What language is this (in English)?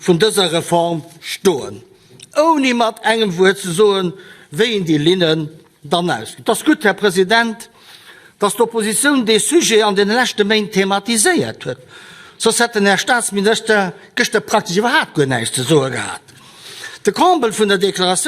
Luxembourgish